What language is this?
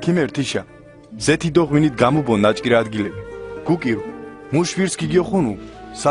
Mingrelian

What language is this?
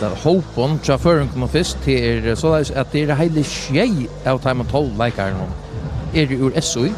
Faroese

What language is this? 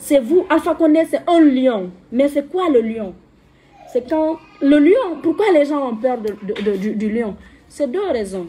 French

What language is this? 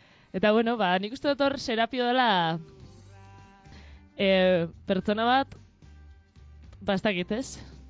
Basque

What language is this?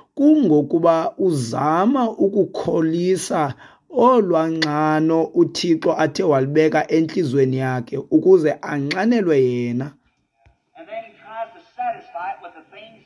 Xhosa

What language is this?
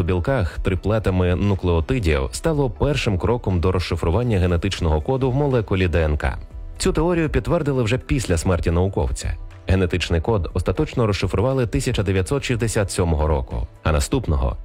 Ukrainian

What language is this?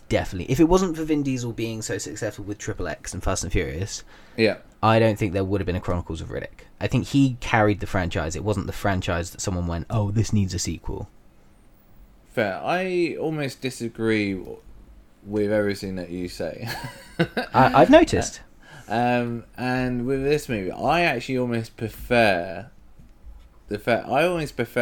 English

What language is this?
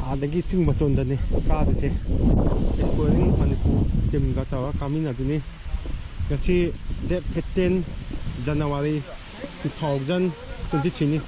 Manipuri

